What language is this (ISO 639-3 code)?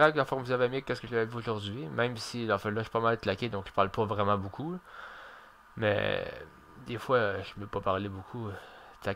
fra